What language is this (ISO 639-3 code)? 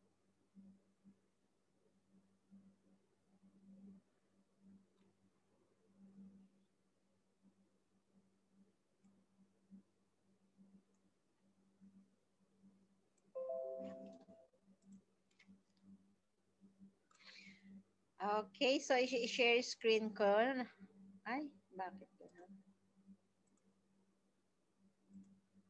fil